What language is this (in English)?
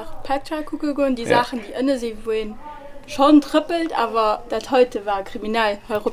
Luxembourgish